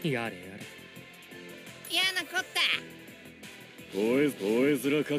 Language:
Japanese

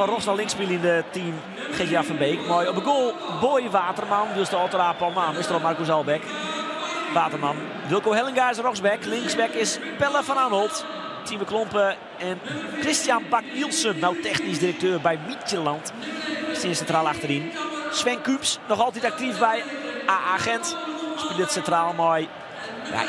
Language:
Western Frisian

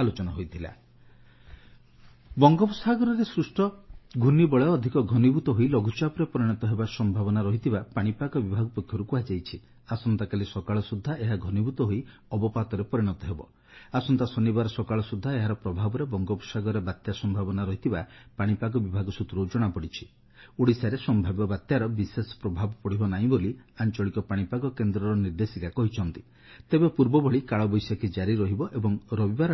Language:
Odia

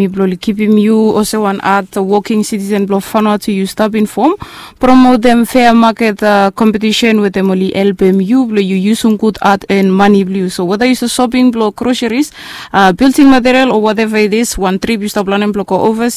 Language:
Bislama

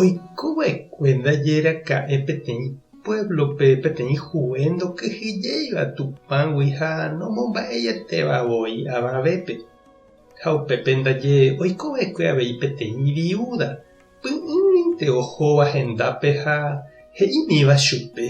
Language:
Guarani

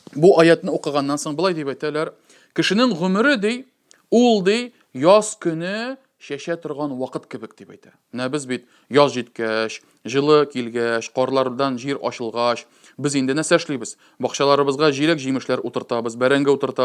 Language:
Tatar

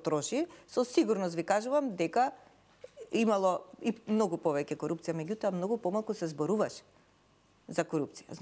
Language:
Macedonian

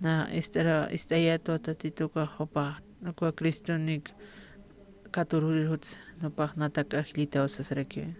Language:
Aymara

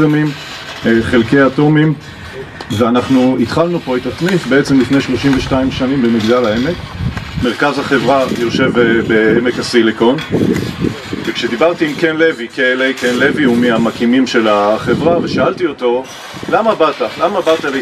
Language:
Hebrew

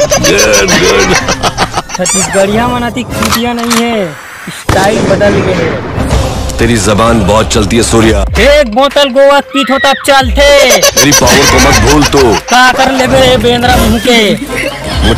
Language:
Chhattisgarhi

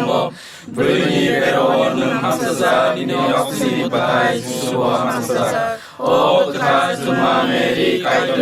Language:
Kok Borok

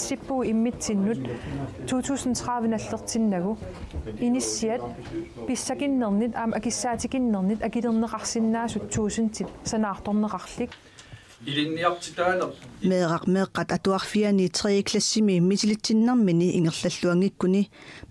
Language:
Kalaallisut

